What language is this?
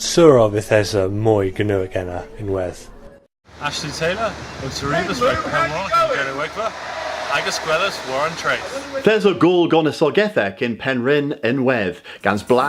Cornish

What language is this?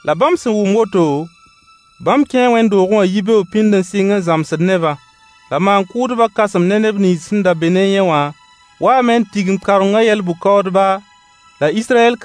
Mossi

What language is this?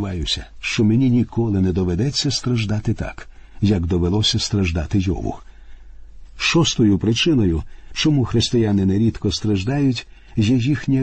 Ukrainian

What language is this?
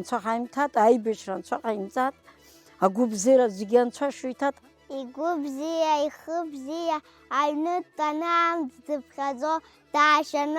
Abkhazian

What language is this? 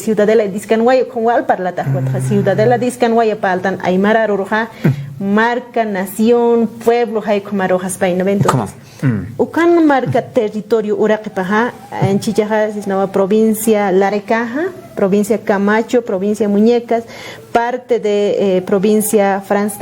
Aymara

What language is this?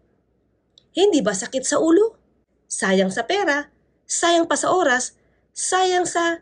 Filipino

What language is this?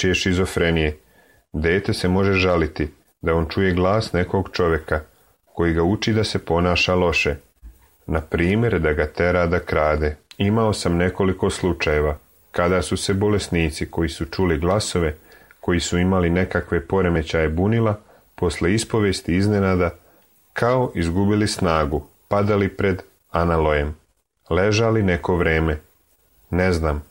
Serbian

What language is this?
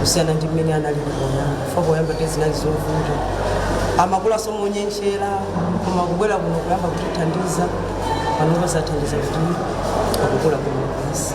Nyanja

